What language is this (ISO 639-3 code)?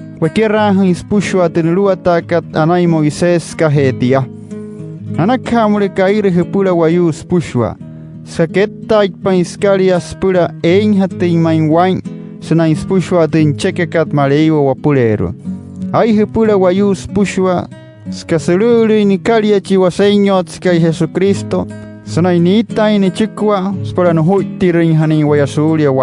guc